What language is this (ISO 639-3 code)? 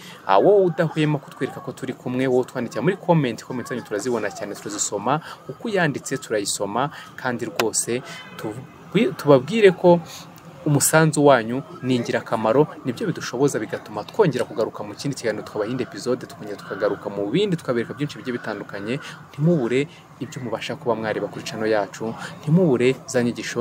kin